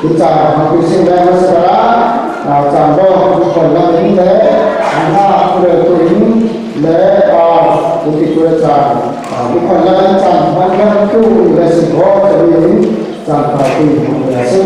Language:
Falam Chin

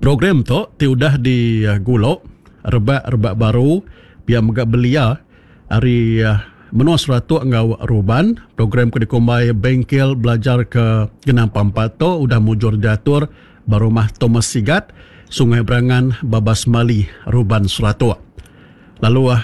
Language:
Iban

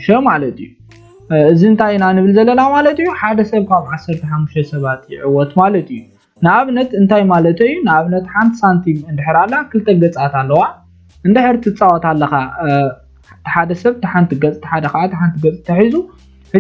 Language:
Tigrinya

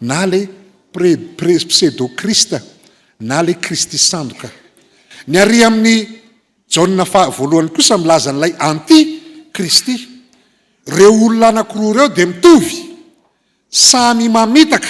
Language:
Malagasy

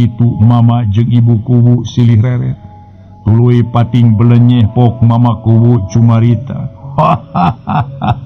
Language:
Sundanese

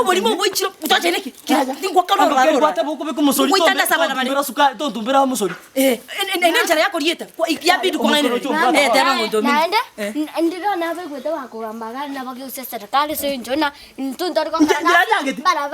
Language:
Gusii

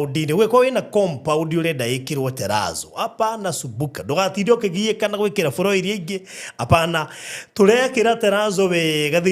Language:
Kikuyu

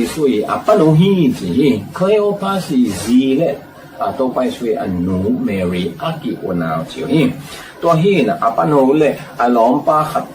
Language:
Tedim Chin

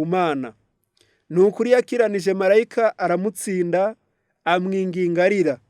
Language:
Kinyarwanda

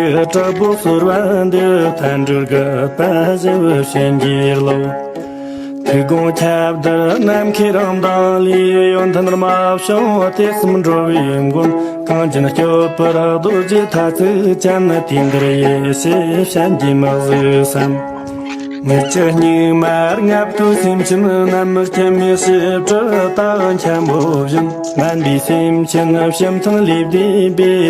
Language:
Tibetan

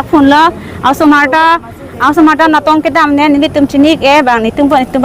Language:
Karbi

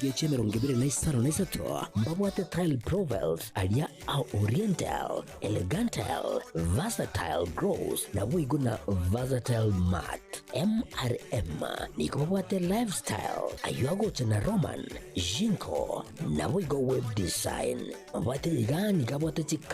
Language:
Gusii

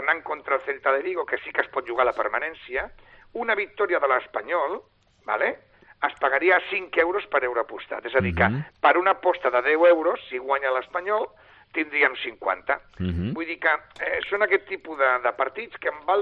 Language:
Catalan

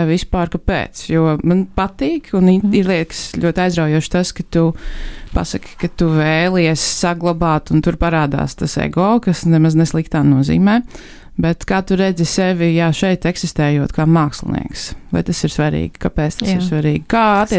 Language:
Latvian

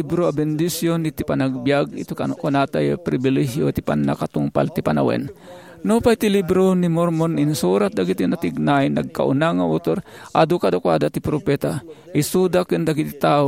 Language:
Iloko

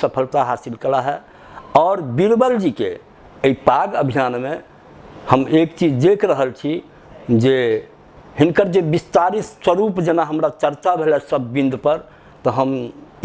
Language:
Maithili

